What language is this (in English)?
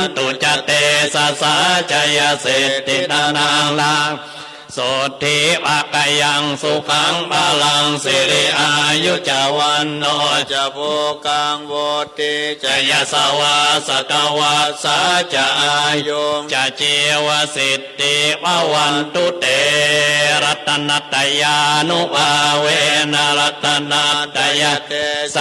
Pali